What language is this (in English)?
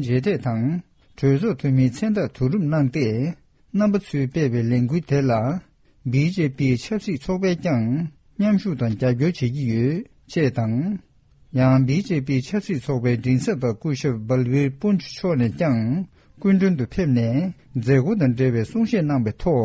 Tibetan